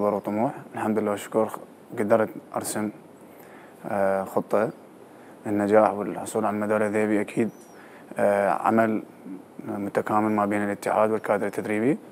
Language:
Mesopotamian Arabic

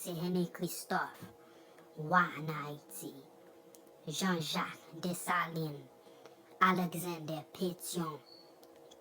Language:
Haitian Creole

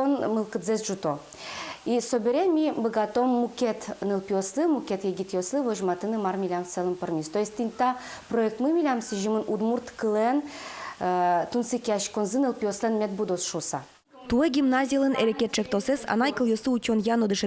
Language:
Udmurt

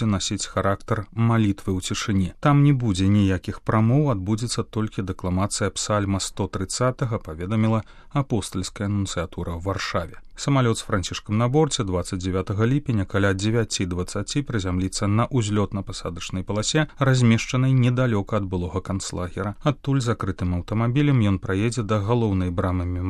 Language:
Belarusian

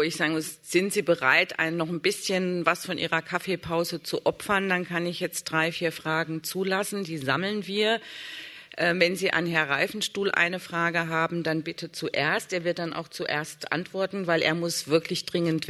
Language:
German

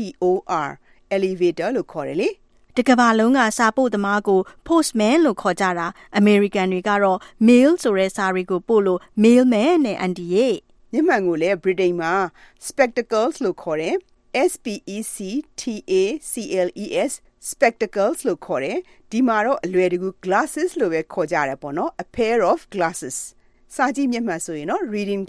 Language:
Burmese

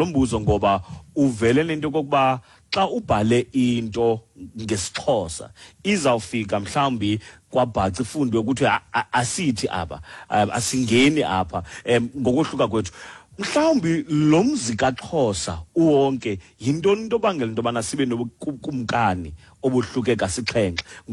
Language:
Xhosa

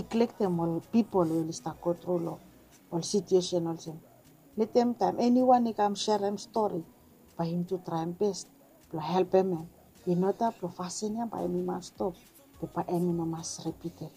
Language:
Bislama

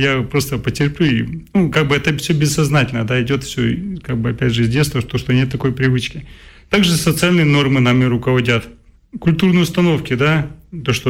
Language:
Russian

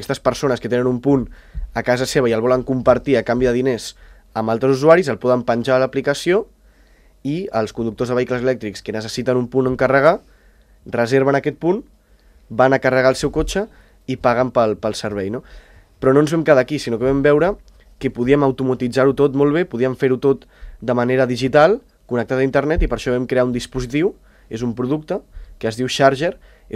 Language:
Catalan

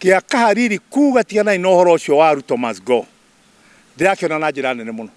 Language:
Kikuyu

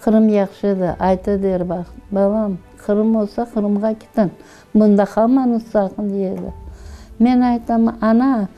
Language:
Crimean Tatar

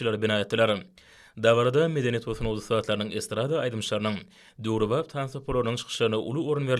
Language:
Turkmen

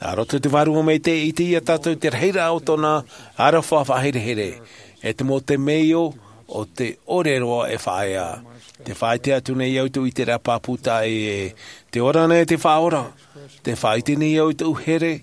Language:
Tahitian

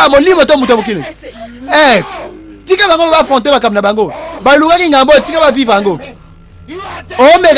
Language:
Lingala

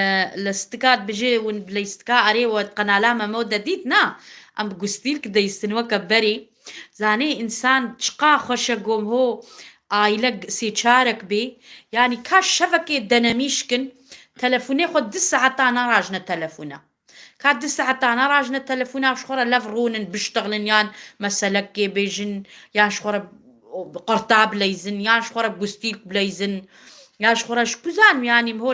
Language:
Kurdish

